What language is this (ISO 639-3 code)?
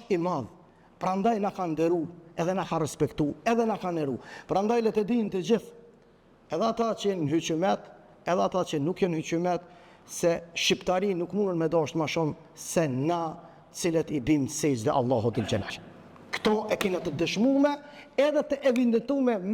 sqi